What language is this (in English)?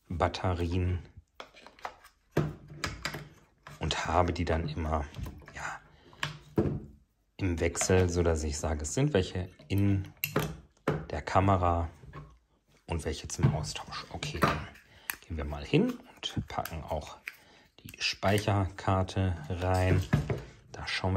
German